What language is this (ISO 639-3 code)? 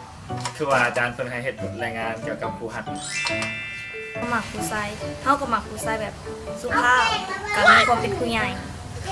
lao